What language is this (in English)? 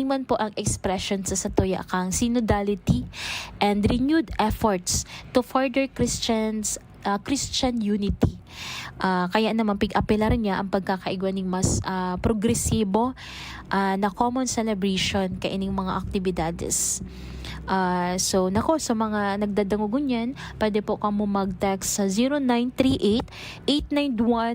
Bikol